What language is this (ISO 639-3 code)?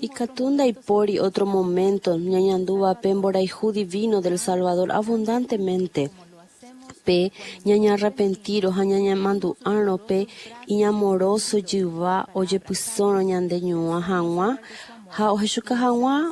grn